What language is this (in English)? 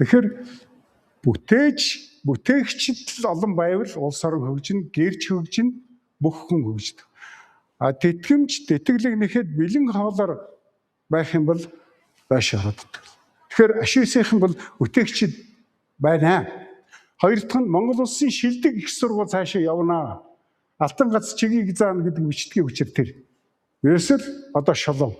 Mongolian